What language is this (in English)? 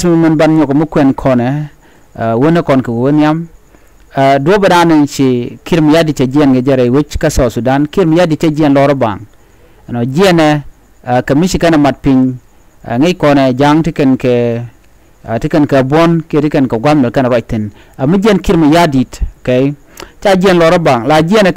Nuer